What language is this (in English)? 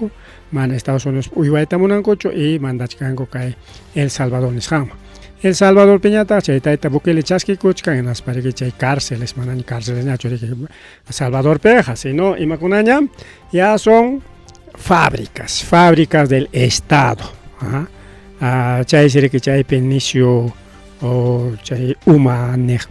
Ayacucho Quechua